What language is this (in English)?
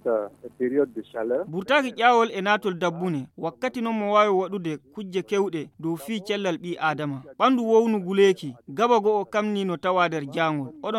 Fula